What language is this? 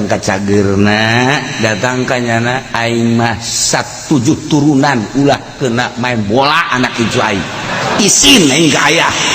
Sundanese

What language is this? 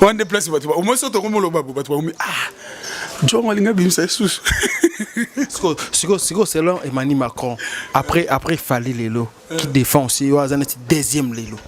Lingala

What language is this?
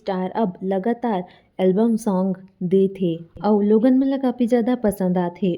Chhattisgarhi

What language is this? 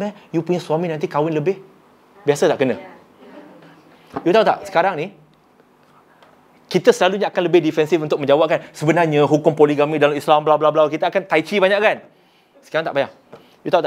Malay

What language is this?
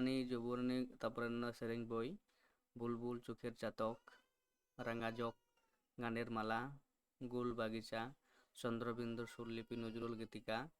Santali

